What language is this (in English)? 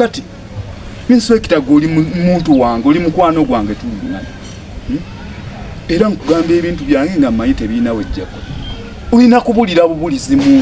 Ganda